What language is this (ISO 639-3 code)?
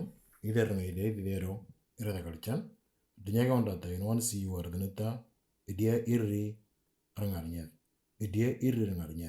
mor